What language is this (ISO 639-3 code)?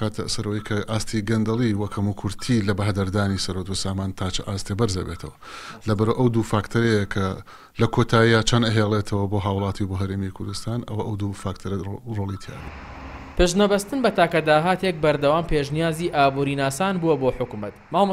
ckb